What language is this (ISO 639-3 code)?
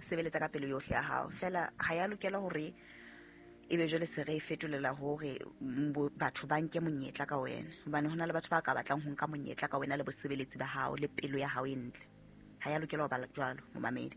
sot